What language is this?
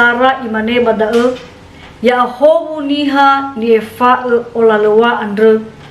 Nias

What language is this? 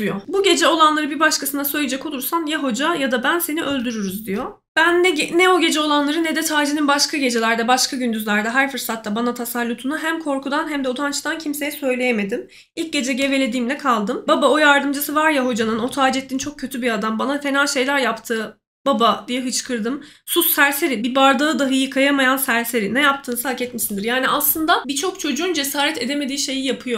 Turkish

